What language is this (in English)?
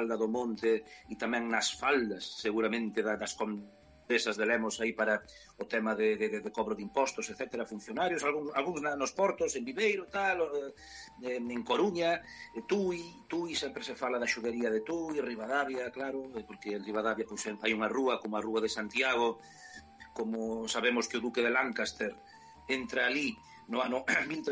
Galician